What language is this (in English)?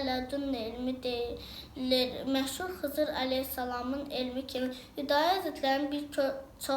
Azerbaijani